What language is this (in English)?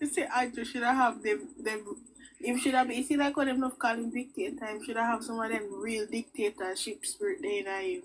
Jamaican Creole English